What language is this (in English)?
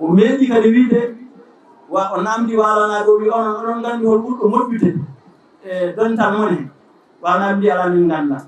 Fula